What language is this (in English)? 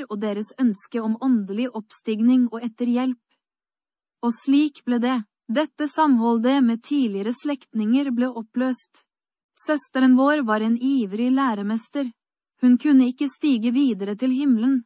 Norwegian